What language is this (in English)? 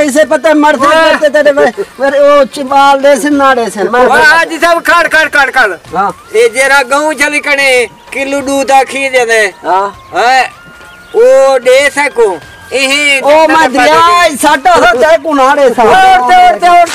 Saraiki